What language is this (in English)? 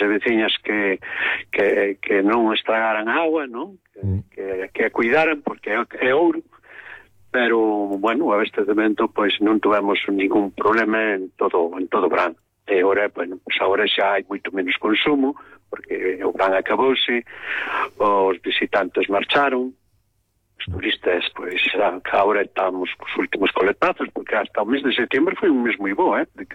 Galician